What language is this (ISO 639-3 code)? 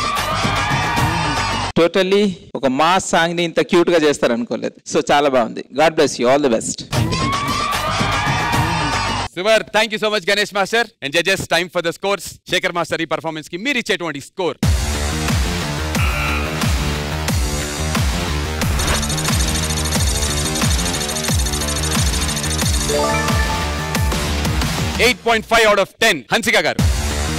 tel